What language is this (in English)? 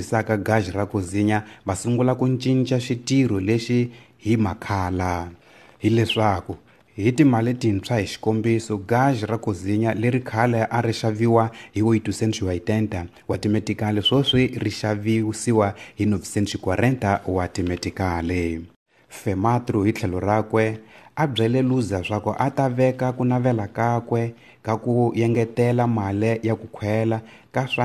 Tsonga